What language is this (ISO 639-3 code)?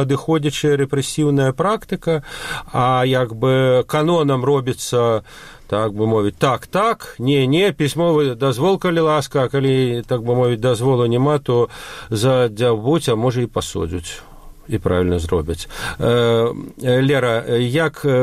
bel